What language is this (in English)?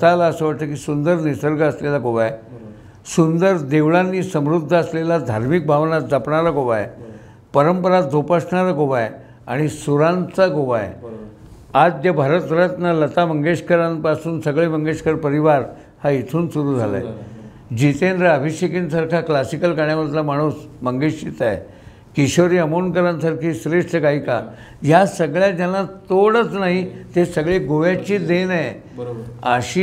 Marathi